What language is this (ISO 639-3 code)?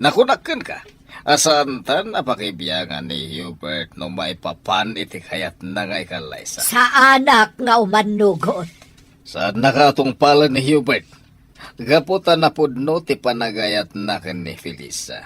ilo